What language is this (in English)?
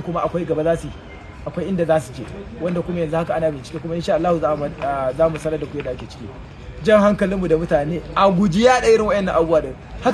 Hausa